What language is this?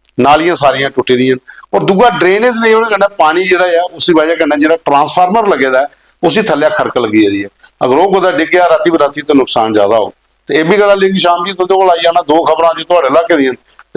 Dogri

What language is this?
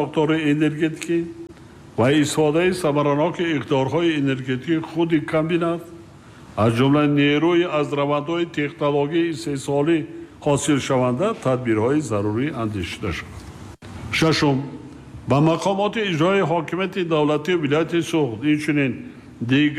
Tajik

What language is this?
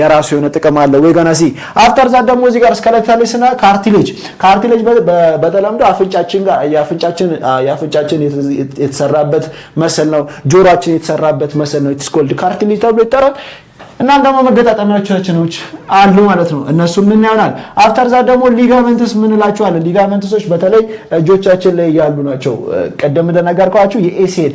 Amharic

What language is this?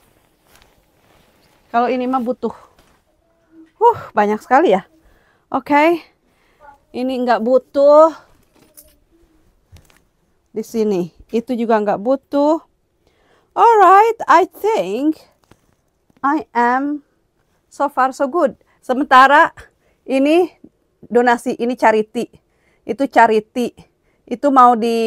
Indonesian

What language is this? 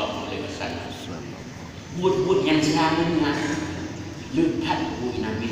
Achinese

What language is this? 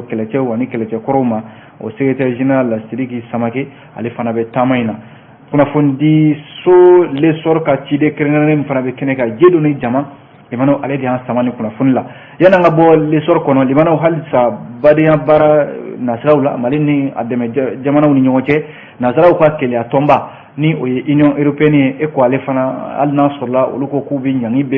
Bambara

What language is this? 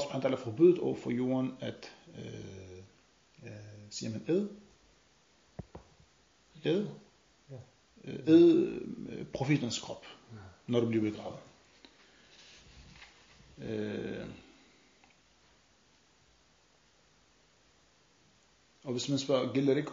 Danish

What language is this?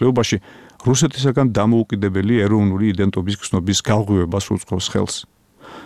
Georgian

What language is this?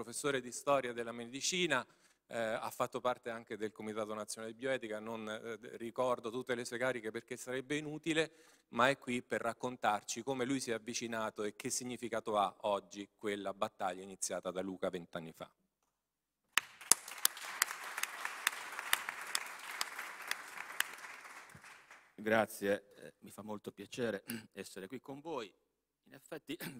Italian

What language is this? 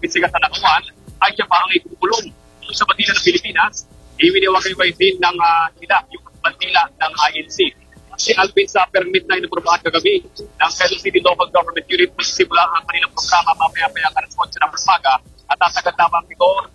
Filipino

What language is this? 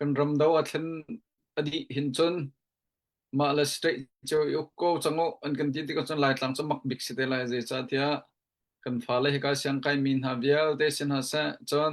Hakha Chin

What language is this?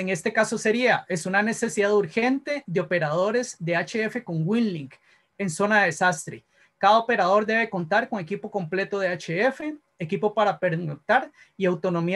Spanish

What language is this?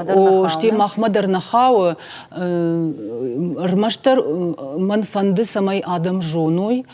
Ossetic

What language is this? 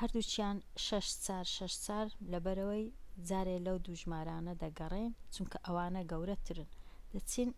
Central Kurdish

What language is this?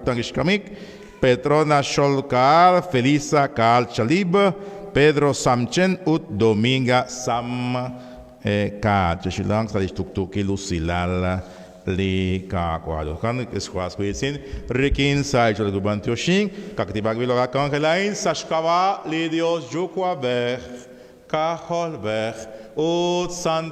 Kekchí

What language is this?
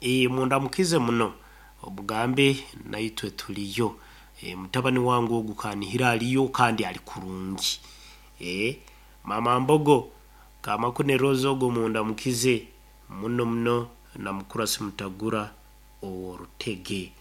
Nyoro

